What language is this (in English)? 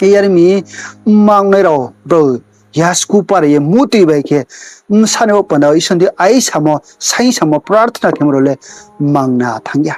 Riang (India)